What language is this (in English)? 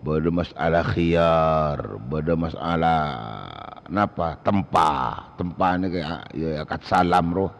Madurese